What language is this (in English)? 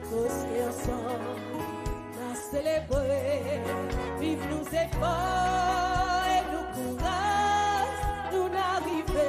Seselwa Creole French